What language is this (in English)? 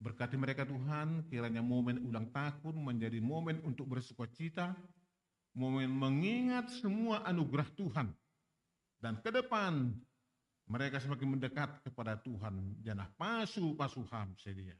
Batak Simalungun